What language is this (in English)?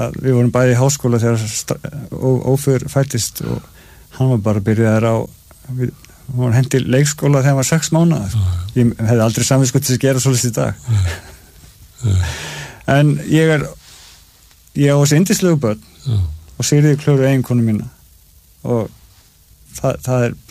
Icelandic